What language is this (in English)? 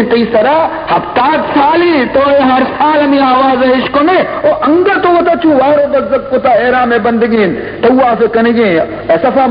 Baluchi